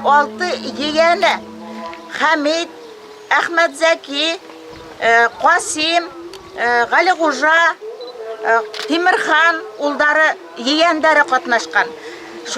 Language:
Bashkir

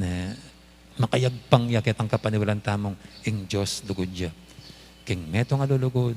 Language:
Pampanga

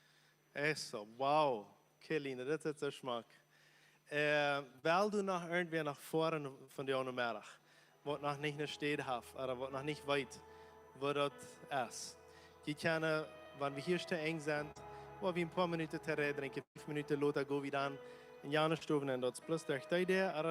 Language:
Plautdietsch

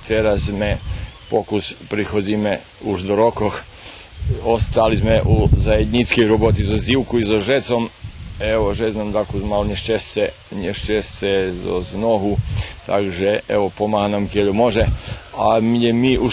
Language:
Rusyn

